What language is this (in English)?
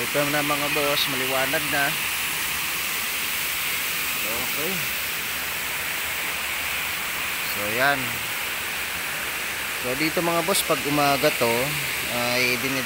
Filipino